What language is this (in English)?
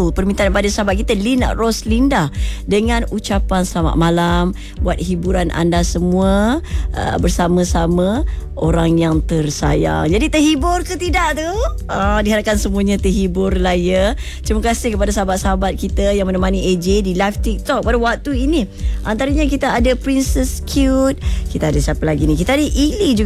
Malay